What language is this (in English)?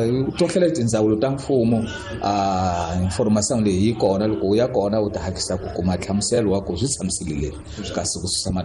Tsonga